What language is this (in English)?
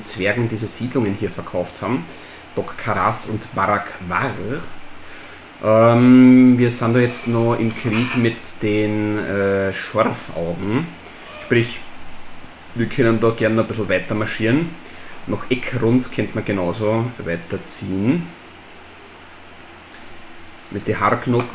German